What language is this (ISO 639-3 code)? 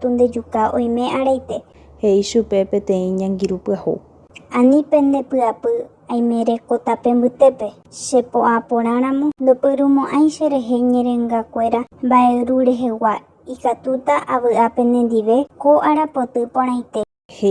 grn